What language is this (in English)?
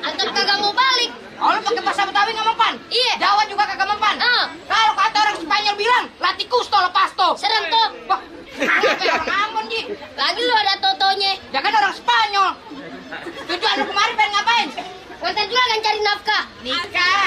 Betawi